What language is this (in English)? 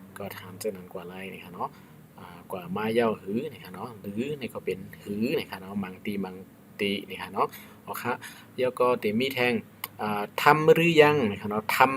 Shan